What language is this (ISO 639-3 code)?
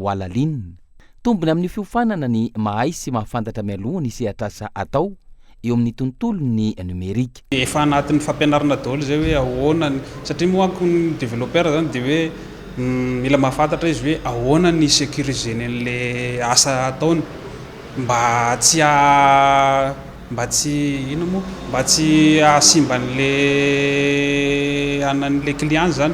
mlg